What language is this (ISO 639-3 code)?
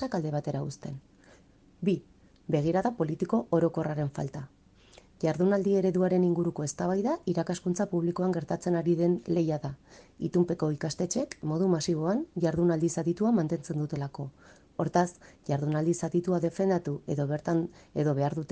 eus